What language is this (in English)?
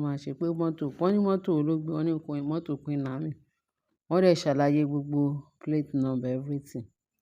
Yoruba